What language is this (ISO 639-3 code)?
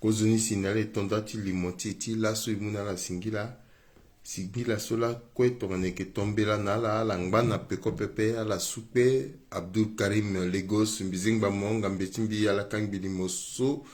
sag